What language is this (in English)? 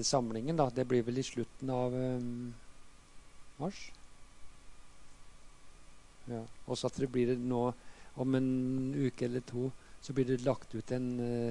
Norwegian